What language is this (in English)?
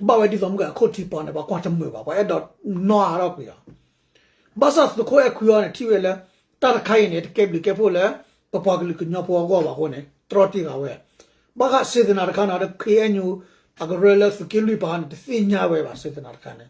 S'gaw Karen